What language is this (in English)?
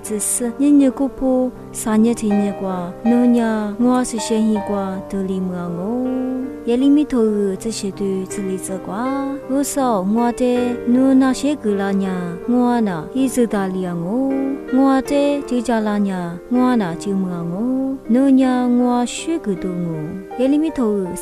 Lisu